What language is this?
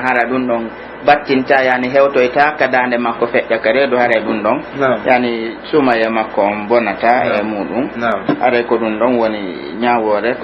Pular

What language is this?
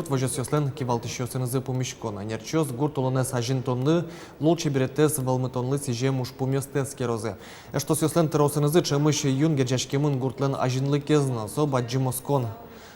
Udmurt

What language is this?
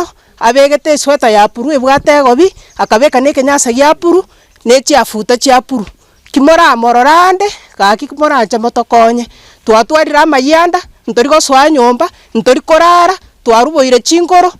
Gusii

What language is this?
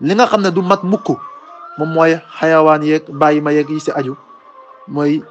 Wolof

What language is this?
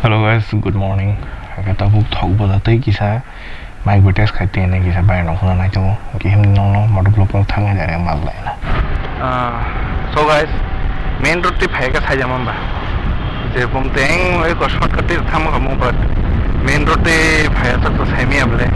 Kok Borok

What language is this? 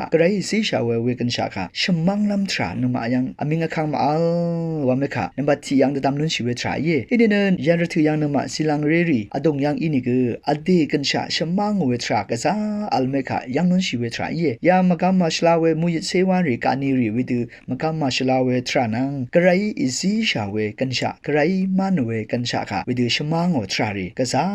Rawang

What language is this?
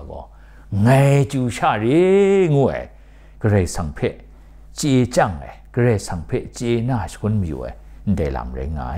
Kachin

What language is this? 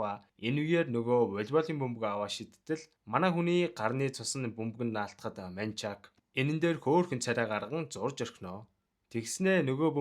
Mongolian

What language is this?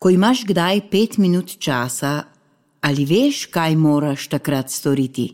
Slovenian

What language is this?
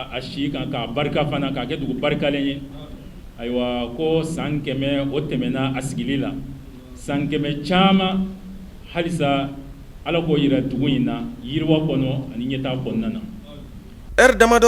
Bambara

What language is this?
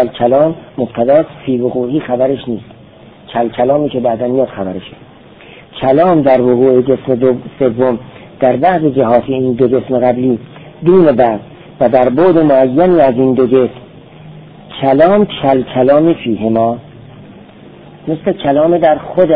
Persian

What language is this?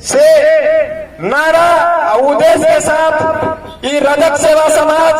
Maithili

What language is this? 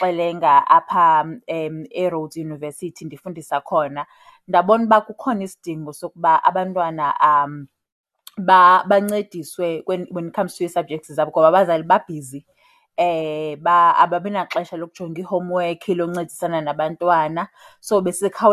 Xhosa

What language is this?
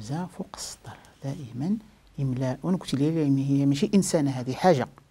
Moroccan Arabic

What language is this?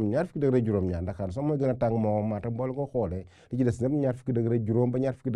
Wolof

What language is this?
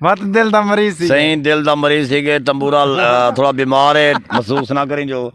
Saraiki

